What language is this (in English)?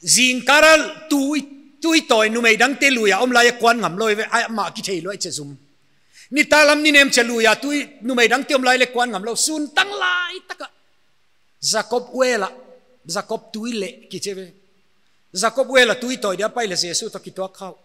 Paite Chin